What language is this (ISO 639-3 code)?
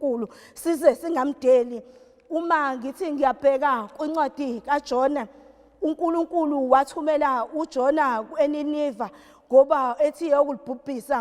zul